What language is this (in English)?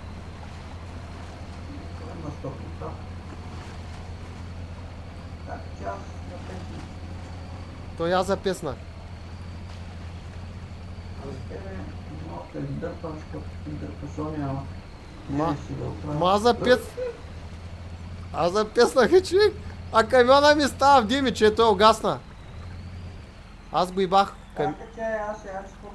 Bulgarian